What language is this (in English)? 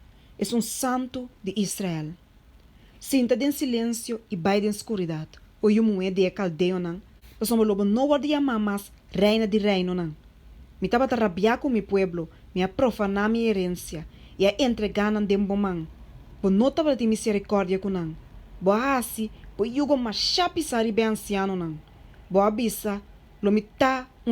Papiamento